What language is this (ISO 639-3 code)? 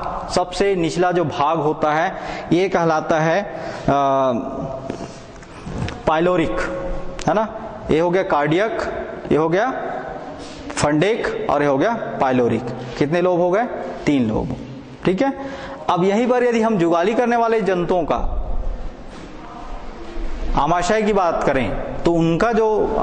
hin